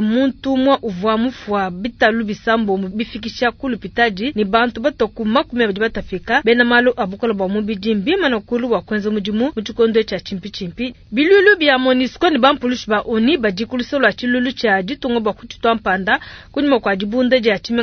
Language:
Luba-Lulua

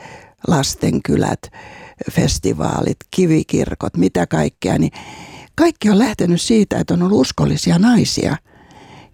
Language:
Finnish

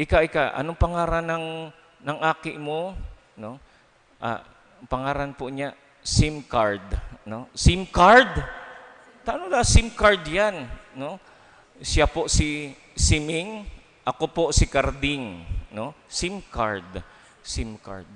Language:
Bikol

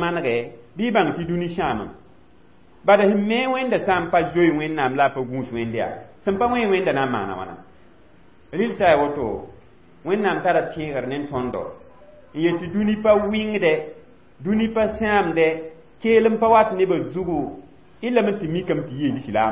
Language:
Mossi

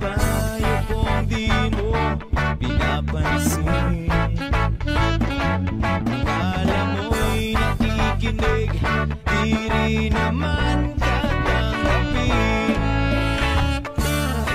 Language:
Filipino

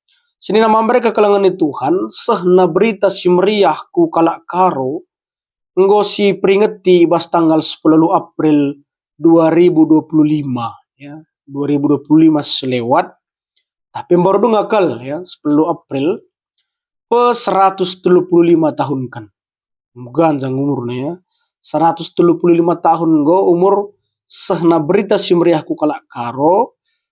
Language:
Batak Karo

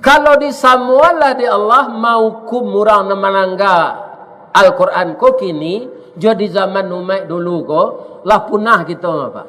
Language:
Minangkabau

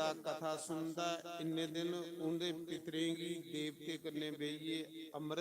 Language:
Dogri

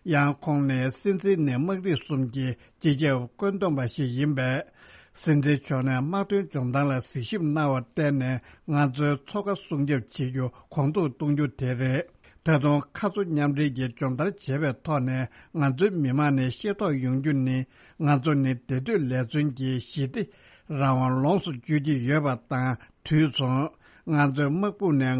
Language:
Tibetan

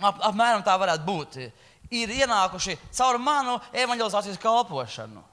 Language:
Latvian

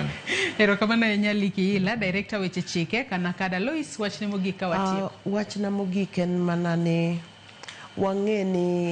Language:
Luo (Kenya and Tanzania)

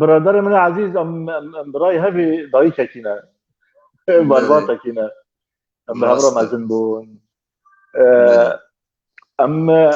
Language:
Kurdish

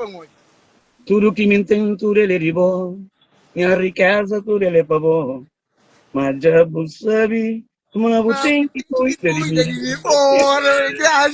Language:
Kabuverdianu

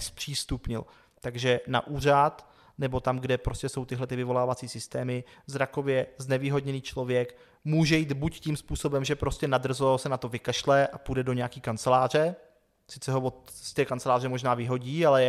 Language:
Czech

